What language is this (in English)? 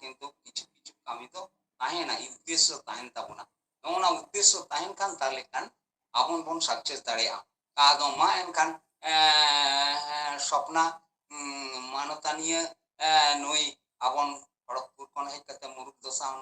Santali